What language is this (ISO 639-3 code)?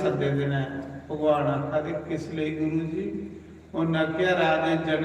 doi